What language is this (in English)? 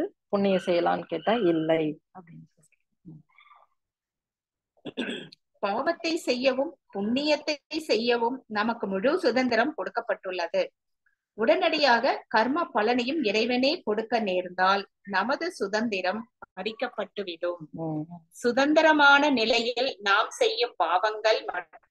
Tamil